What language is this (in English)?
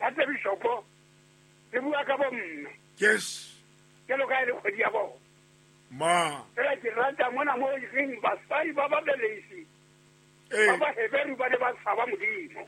Southern Sotho